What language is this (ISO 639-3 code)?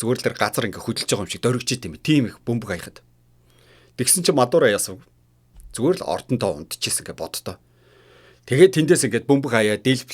mon